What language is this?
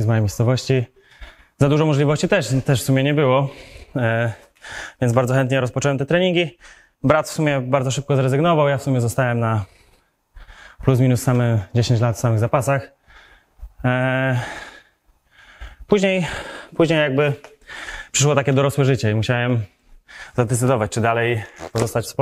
Polish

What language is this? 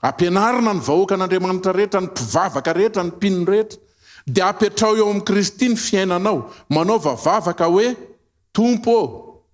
Malagasy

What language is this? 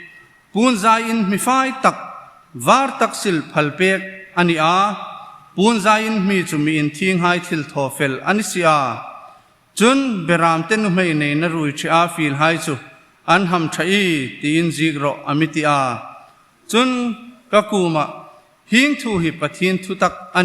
Hmar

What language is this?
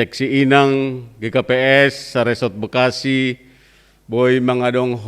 Batak Simalungun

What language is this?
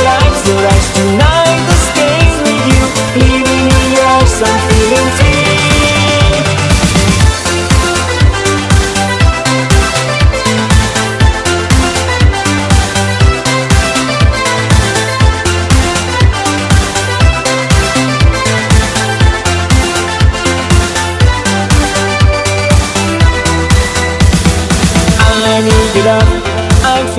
English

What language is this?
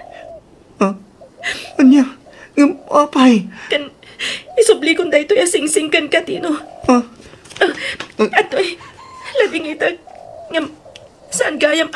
Iloko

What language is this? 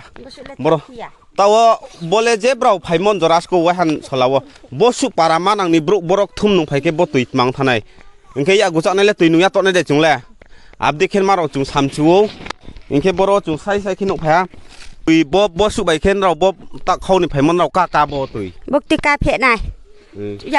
Riang (India)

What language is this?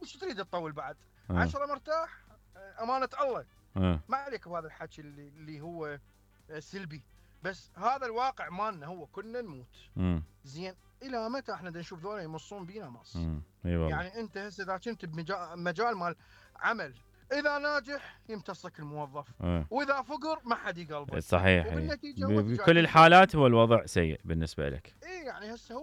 Mesopotamian Arabic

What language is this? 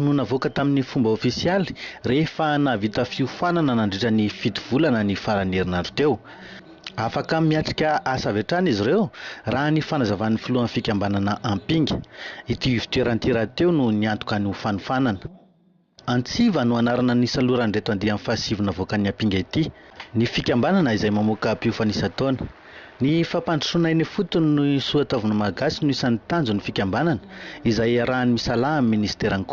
Malagasy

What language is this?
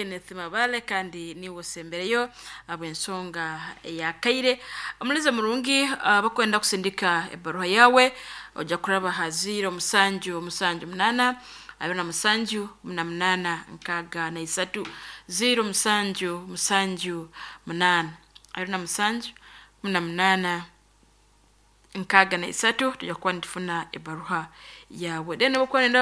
Nyoro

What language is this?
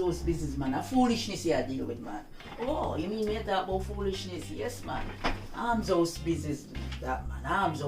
Jamaican Creole English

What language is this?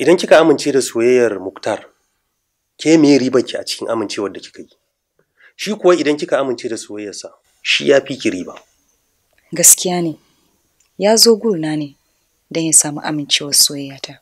Hausa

